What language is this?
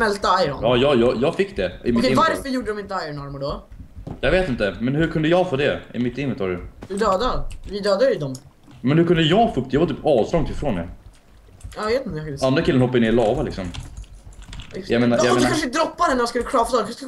Swedish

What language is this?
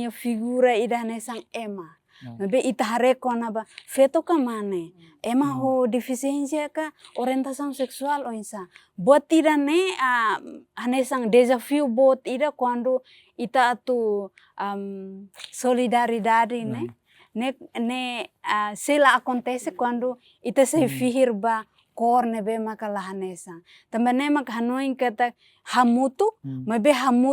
Tetum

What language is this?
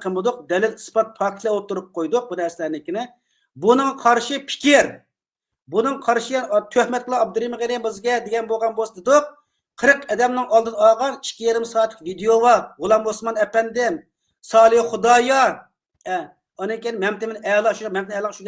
Uyghur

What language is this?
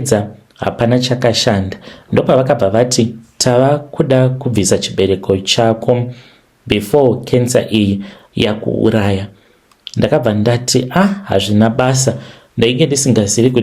Shona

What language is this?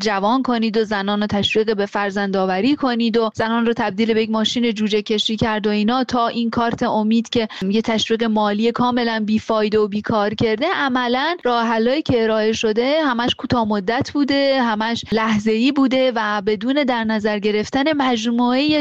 Persian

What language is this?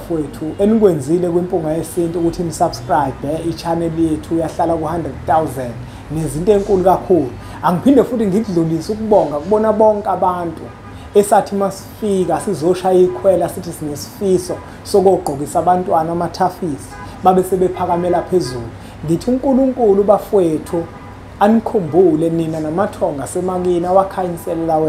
Zulu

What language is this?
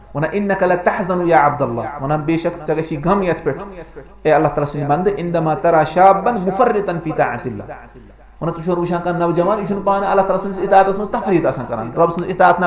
Kashmiri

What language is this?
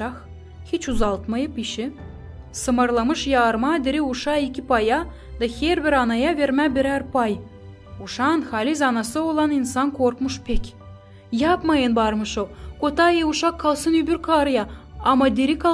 Gagauz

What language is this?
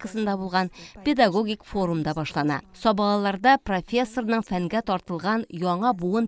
Tatar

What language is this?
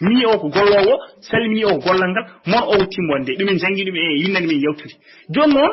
Fula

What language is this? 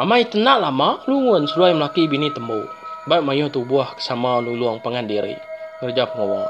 Iban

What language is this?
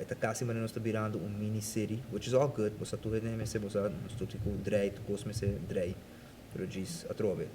Papiamento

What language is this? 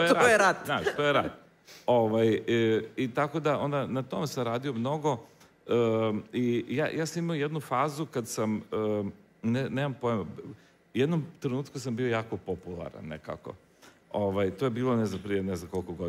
Croatian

